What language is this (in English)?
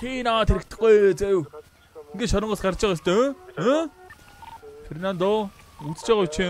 Mongolian